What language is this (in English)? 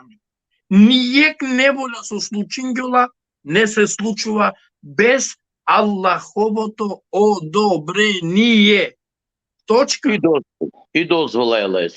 Balkan Romani